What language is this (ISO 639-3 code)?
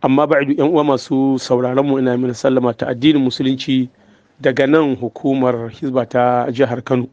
hau